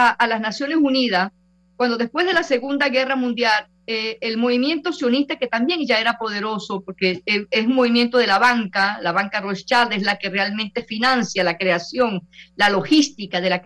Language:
Spanish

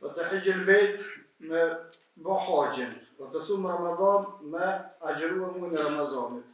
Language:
Albanian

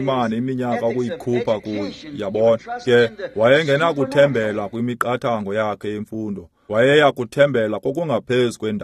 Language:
Xhosa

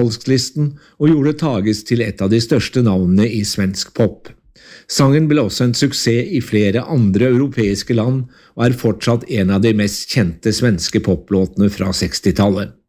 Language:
Norwegian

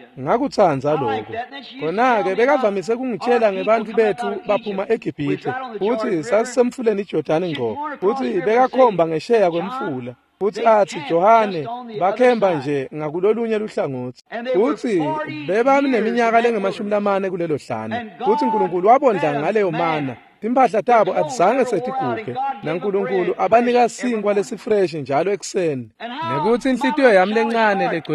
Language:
Swati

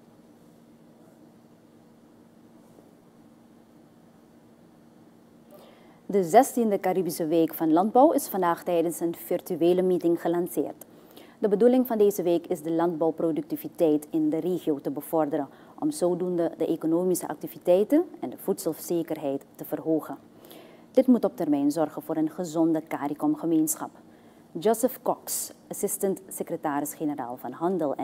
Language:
Dutch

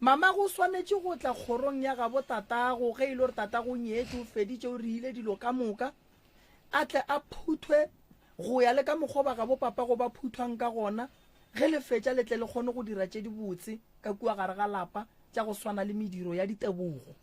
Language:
Northern Sotho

